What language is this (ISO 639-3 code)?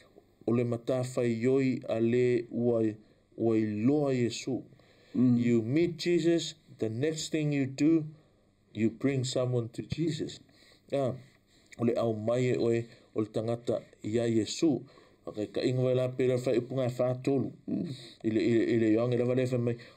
smo